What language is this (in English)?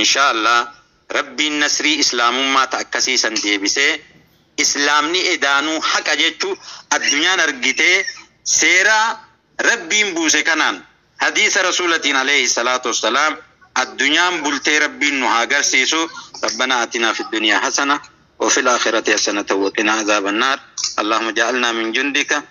Oromo